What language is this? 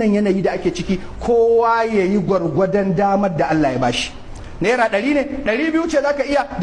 Hausa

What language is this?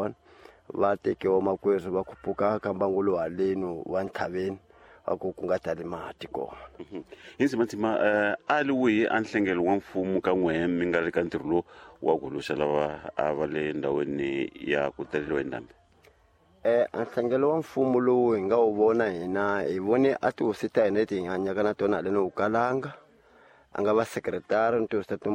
Tsonga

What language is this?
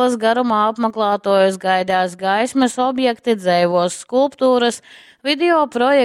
Latgalian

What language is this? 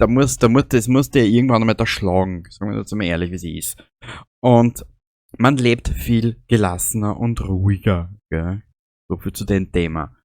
Bavarian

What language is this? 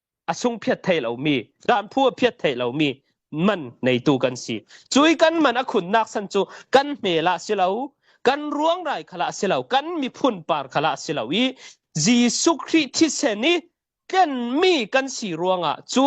Falam Chin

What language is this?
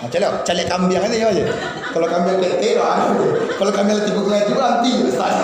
Minangkabau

